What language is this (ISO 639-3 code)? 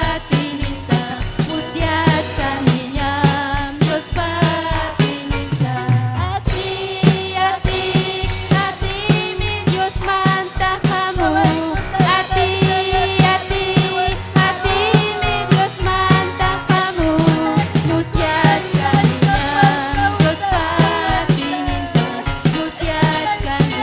quy